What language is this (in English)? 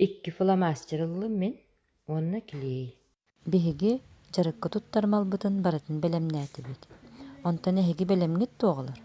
Yakut